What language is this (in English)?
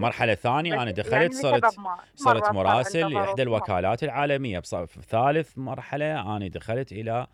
Mesopotamian Arabic